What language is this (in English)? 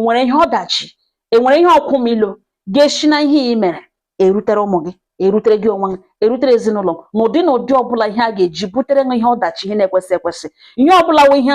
Igbo